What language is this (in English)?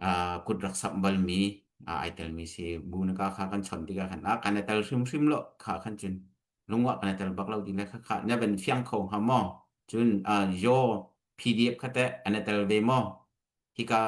Hakha Chin